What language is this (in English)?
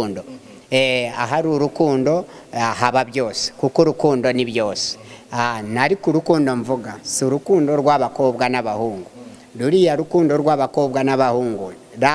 Kinyarwanda